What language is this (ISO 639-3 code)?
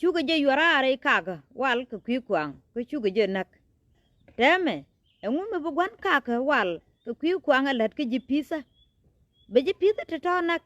nus